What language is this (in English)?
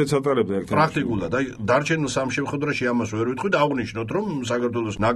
Georgian